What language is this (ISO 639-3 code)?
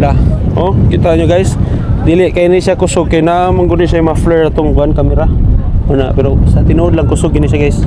ceb